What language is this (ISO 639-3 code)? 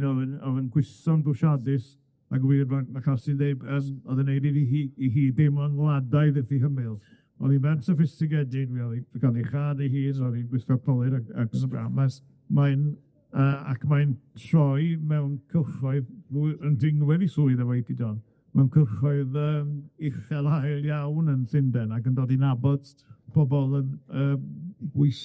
cym